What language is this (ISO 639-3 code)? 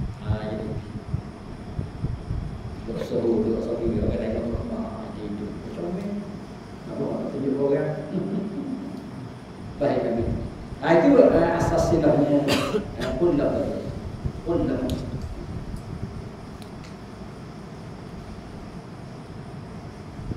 msa